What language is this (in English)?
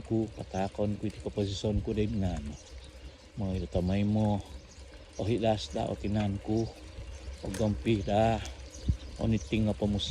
Central Dusun